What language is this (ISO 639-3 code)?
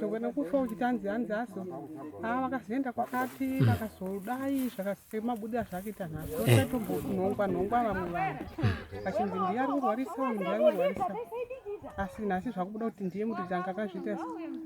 sna